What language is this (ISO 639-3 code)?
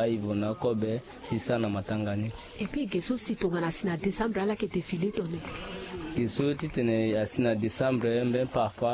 sag